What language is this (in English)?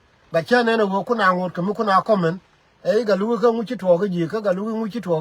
Nuer